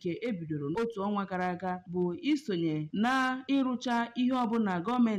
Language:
Igbo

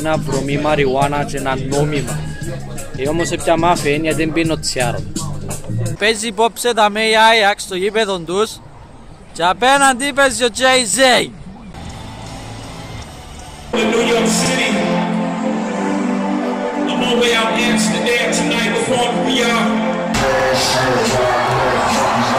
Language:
Greek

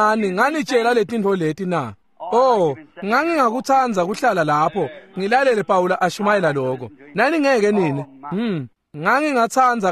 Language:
Swati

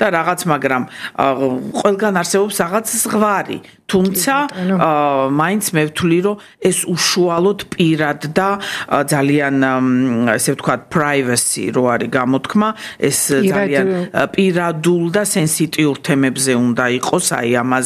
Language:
Georgian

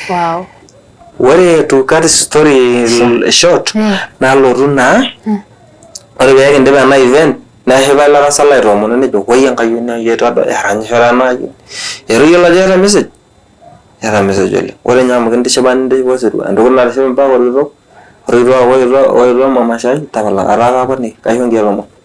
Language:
Masai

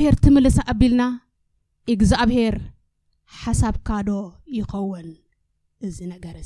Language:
Tigrinya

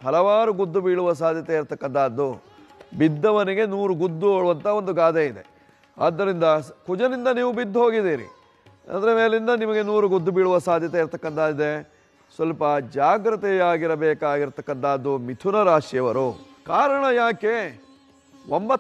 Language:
Kannada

